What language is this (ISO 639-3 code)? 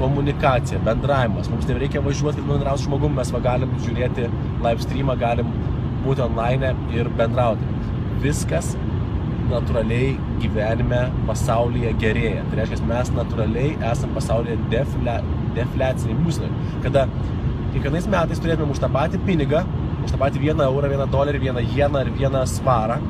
lit